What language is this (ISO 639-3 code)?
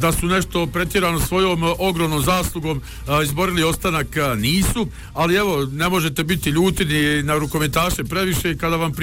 bos